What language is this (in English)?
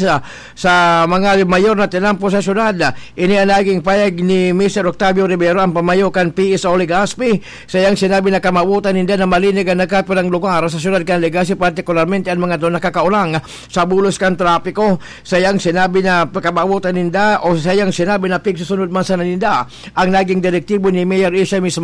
Bikol